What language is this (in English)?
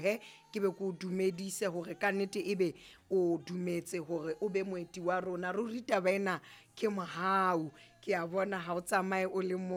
Southern Sotho